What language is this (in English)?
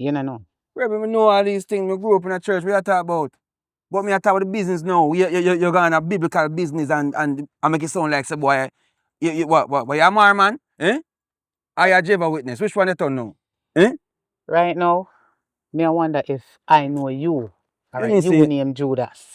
Jamaican Creole English